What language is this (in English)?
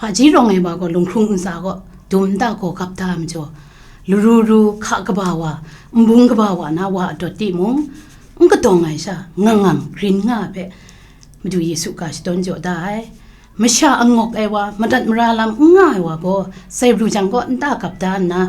Kachin